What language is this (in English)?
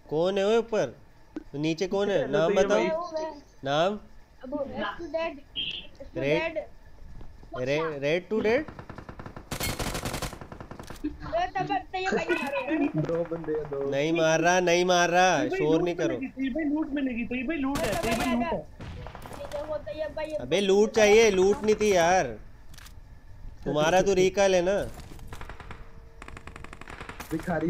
Hindi